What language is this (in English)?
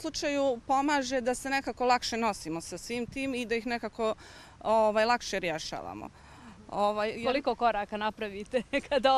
Bosnian